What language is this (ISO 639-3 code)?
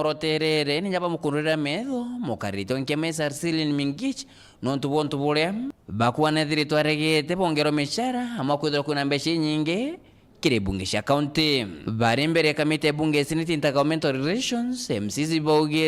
mer